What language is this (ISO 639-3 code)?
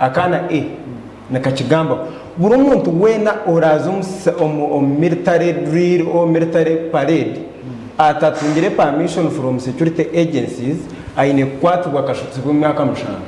nyn